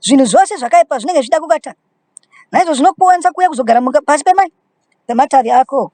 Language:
Shona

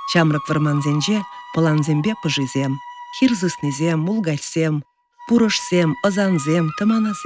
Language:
Chuvash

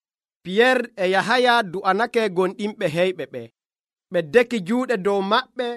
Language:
Nigerian Fulfulde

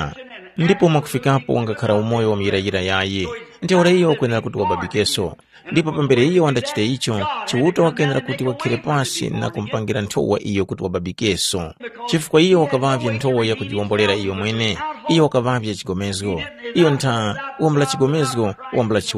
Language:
Tumbuka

